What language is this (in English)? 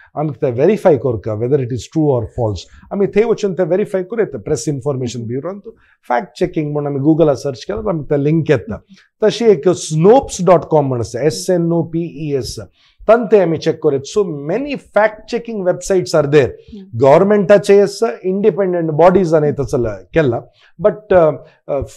Konkani